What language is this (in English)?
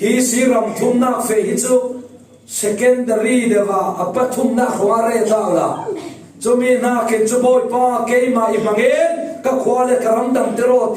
Falam Chin